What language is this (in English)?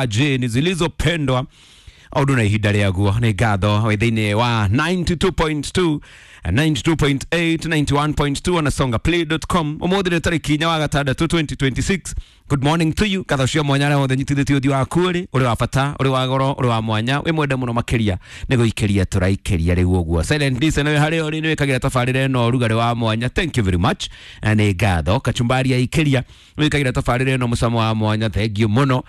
Kikuyu